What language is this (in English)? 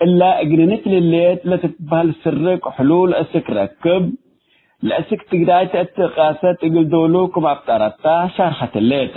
Tigre